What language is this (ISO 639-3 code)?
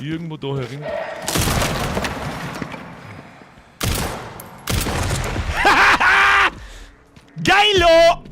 bar